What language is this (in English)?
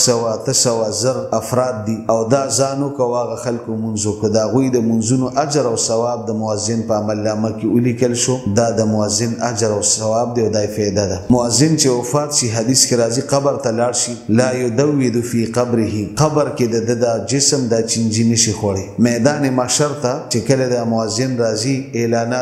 Pashto